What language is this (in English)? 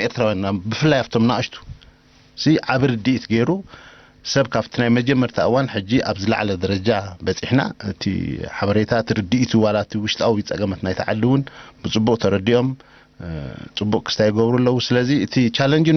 Tigrinya